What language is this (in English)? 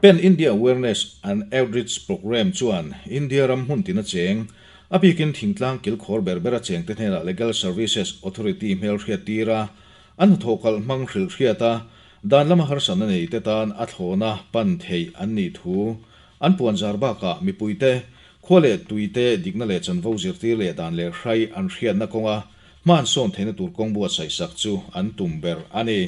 Mizo